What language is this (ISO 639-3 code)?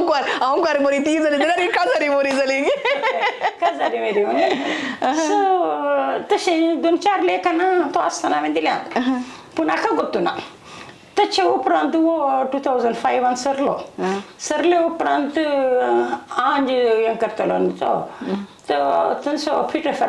kok